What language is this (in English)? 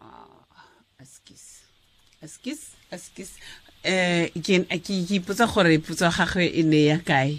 Tswana